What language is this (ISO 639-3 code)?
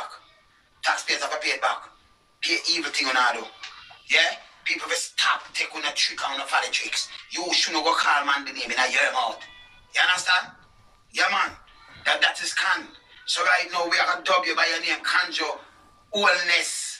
jam